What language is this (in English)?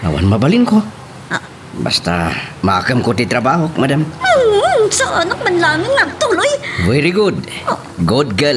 Iloko